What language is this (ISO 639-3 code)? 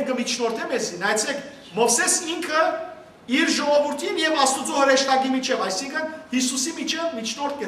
hyw